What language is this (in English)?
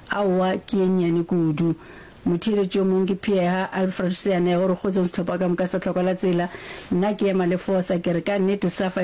Northern Sotho